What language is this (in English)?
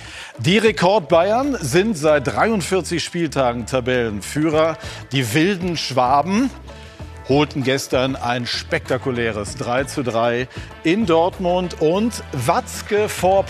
German